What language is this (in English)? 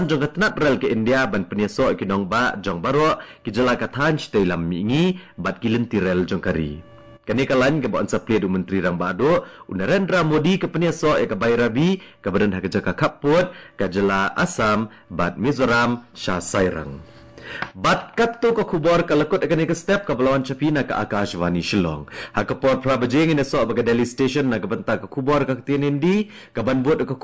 Khasi